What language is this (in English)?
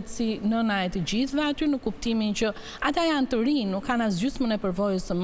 Albanian